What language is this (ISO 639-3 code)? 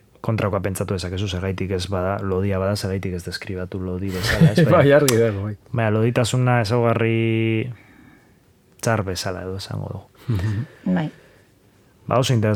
eus